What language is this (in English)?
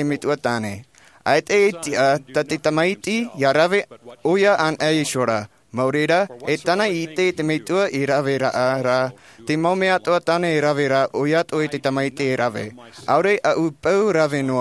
Tahitian